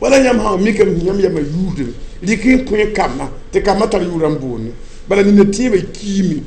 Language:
Mossi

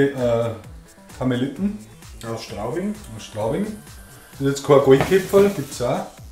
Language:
Bavarian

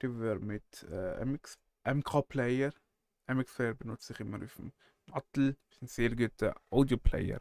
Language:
Swiss German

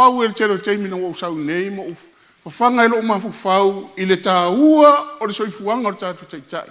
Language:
Samoan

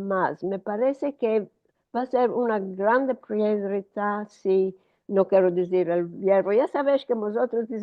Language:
Ladino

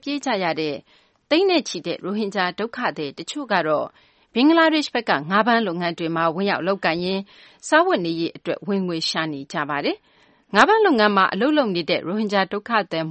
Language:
Burmese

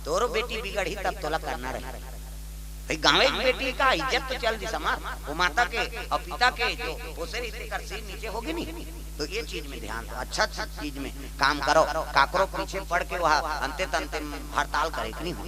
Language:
Chhattisgarhi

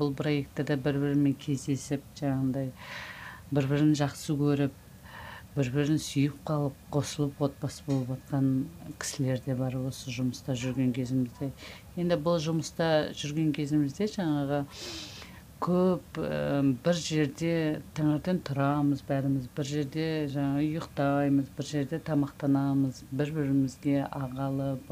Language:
Kazakh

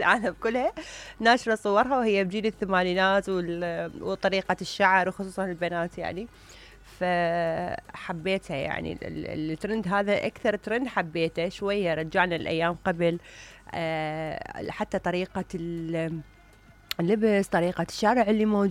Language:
Mesopotamian Arabic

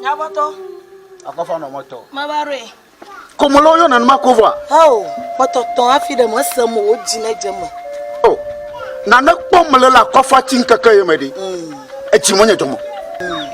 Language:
Ewe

